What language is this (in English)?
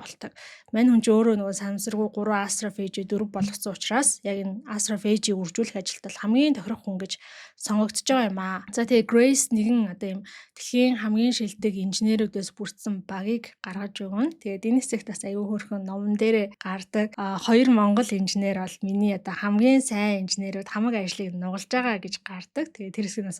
Mongolian